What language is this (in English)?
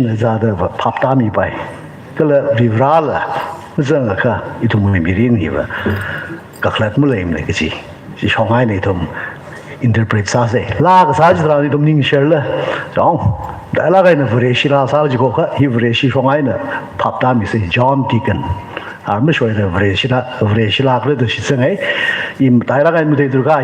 Tangkhul Naga (India)